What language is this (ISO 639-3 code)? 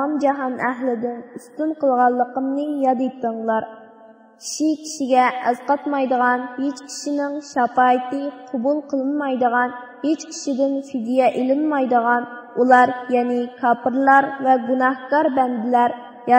uig